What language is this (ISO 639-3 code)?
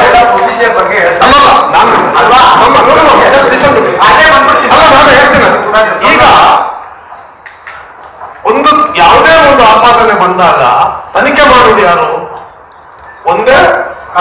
kan